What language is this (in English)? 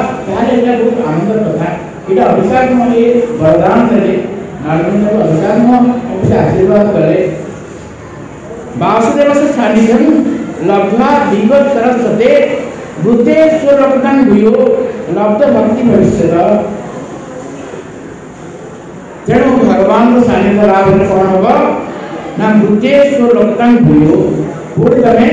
Odia